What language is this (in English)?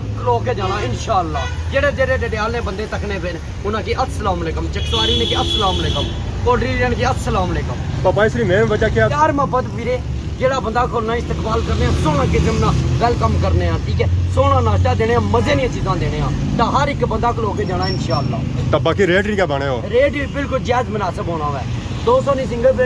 Pahari-Potwari